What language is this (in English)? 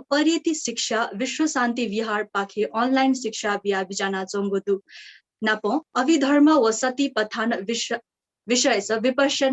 Newari